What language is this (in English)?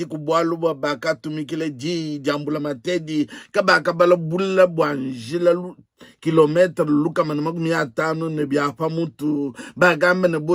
Luba-Lulua